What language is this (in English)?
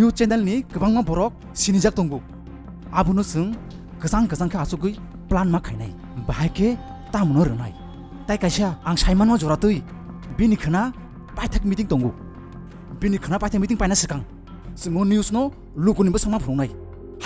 Kok Borok